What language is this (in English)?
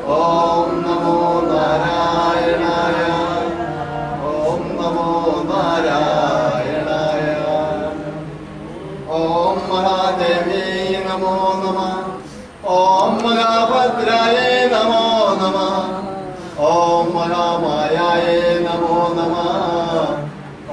Malayalam